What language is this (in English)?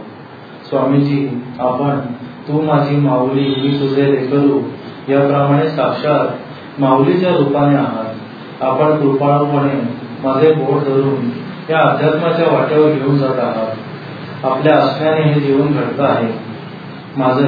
Marathi